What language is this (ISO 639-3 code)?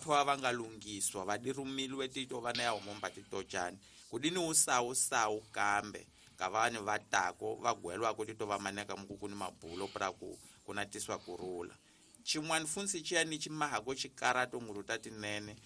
tso